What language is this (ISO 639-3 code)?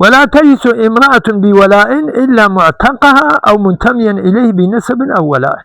kur